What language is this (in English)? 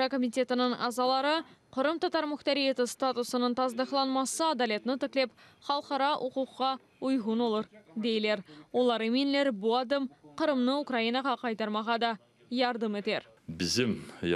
Crimean Tatar